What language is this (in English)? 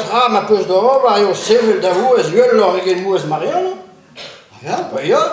Breton